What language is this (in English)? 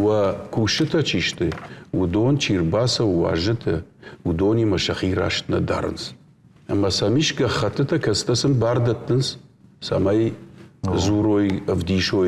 Ossetic